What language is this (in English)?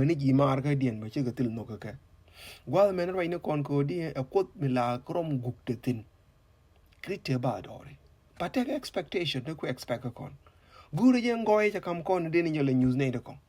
Nuer